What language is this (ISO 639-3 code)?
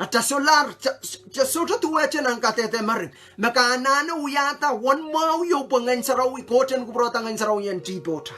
pon